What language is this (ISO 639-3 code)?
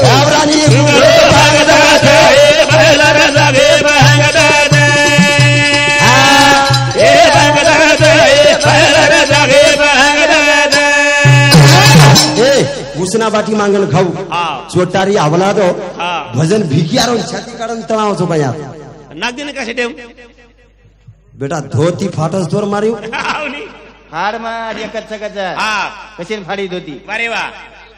lmn